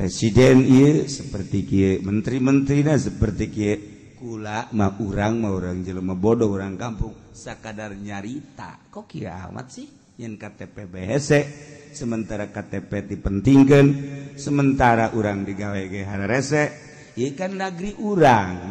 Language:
Sundanese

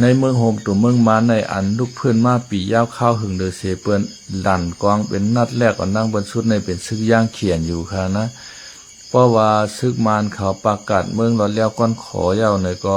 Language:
Shan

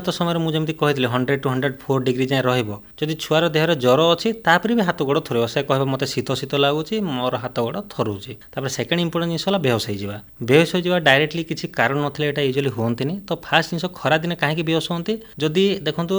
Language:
Odia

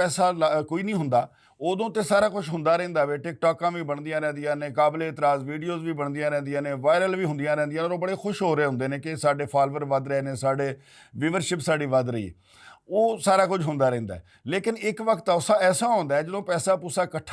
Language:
Western Panjabi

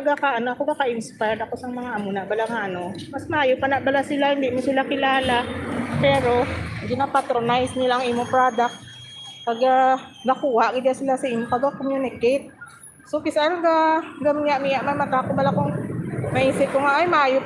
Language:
Hiligaynon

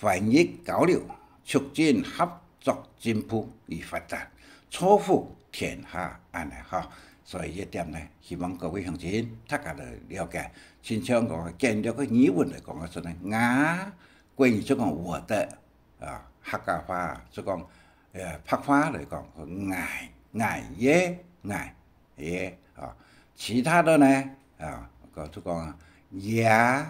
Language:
Hakka Chinese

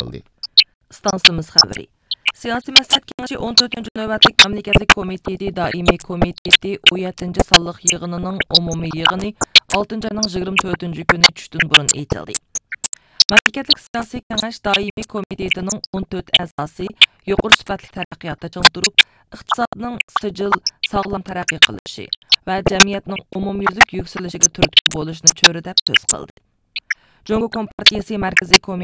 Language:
Uyghur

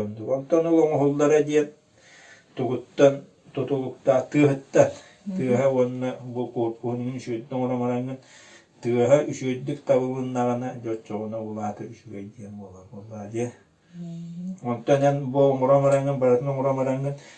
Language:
Yakut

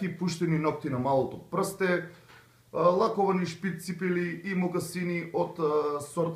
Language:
Macedonian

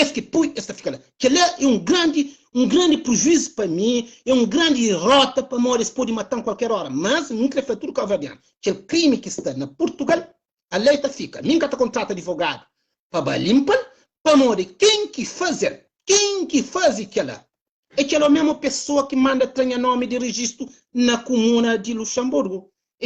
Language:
Kabuverdianu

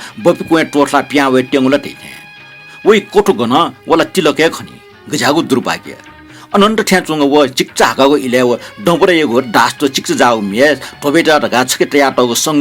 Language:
Newari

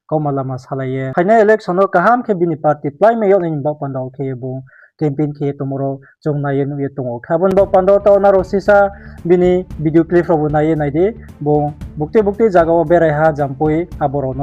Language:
Riang (India)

